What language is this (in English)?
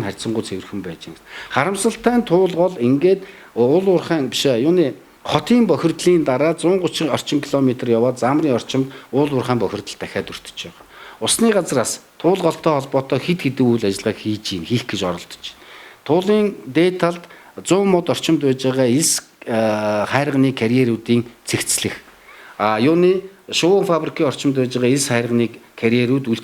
Mongolian